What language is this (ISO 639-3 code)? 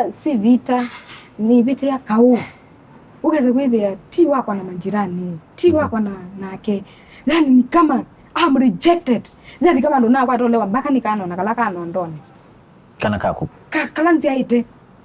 kam